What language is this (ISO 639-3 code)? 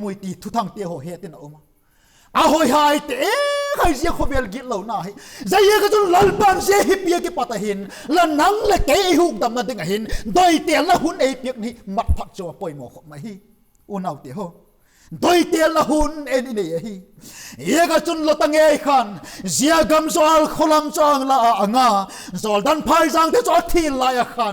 vap